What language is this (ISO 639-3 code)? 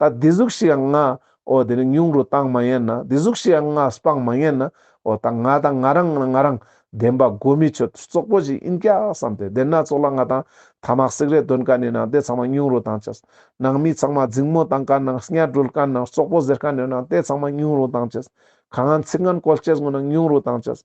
lbj